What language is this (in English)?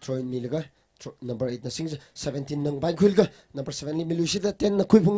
Tangkhul Naga (India)